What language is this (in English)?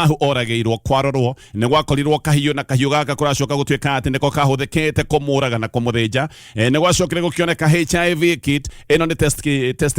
Kikuyu